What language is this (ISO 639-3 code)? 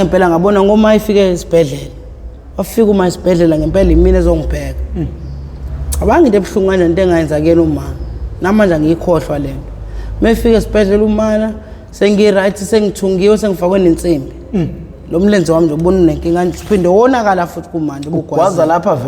zul